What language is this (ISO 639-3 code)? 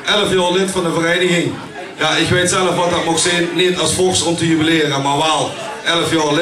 lim